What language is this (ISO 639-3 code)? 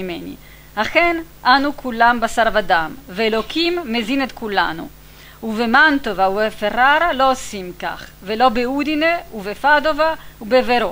heb